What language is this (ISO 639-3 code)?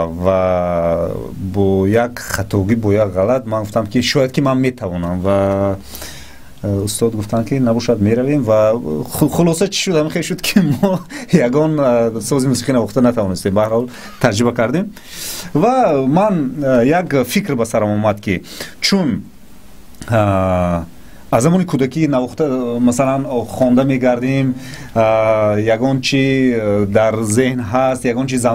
tgk